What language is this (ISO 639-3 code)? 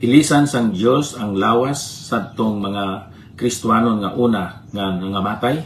hil